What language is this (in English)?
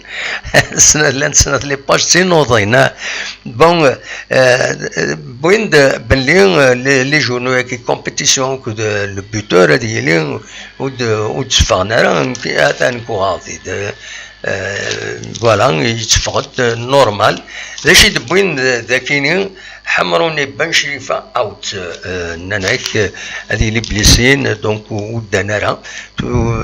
Kabyle